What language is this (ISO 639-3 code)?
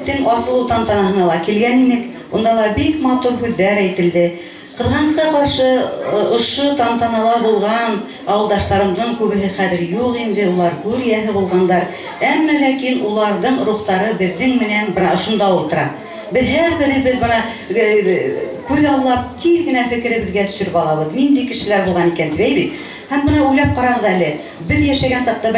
bak